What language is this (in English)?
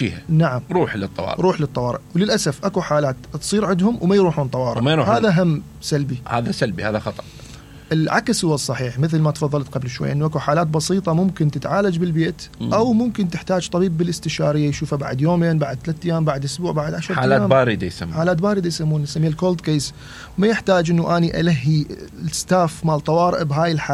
Mesopotamian Arabic